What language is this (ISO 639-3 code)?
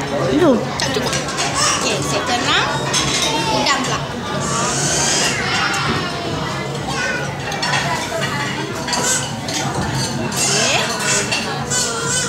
msa